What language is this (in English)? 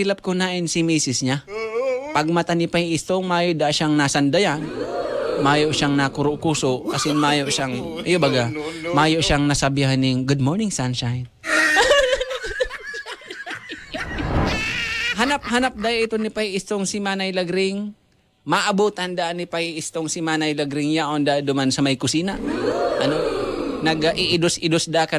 Bikol